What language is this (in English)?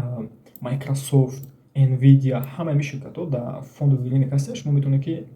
Tajik